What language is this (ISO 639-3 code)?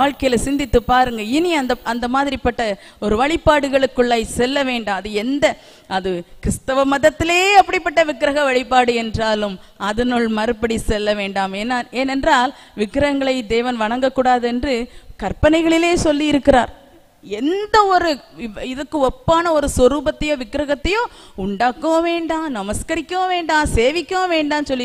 tam